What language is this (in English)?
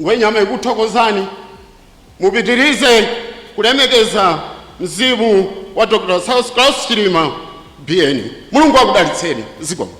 Nyanja